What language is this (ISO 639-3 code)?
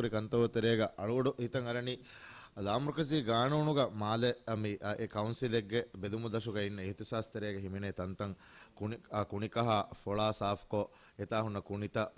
div